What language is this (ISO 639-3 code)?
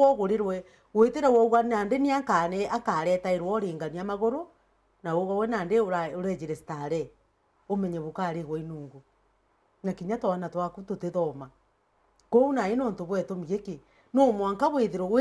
mer